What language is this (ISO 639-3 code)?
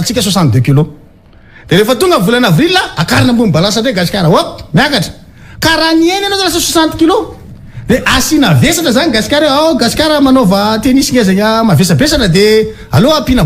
mlg